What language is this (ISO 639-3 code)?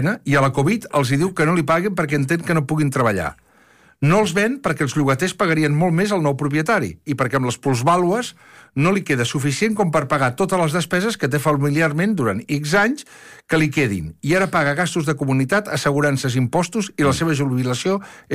cat